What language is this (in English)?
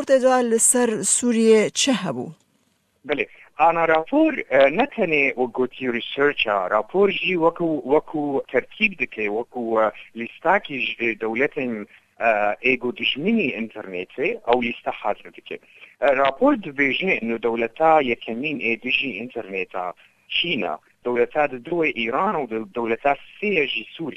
Kurdish